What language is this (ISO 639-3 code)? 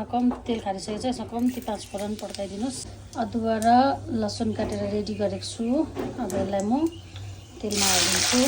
nep